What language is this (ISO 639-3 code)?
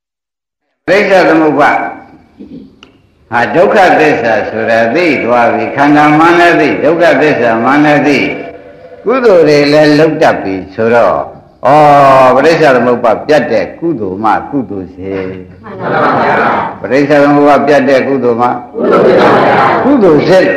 mya